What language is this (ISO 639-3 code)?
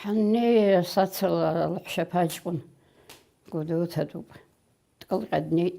abk